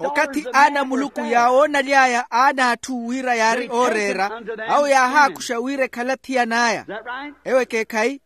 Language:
Makhuwa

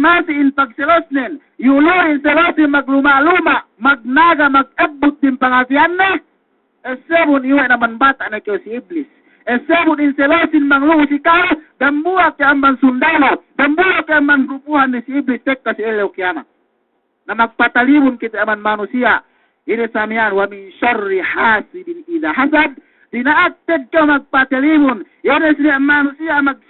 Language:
Yakan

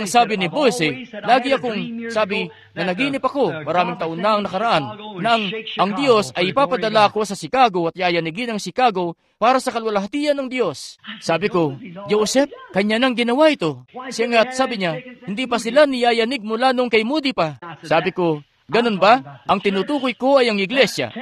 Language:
Filipino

